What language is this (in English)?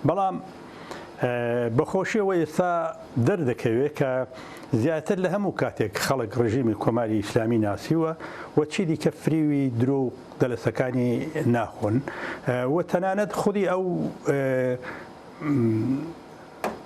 Central Kurdish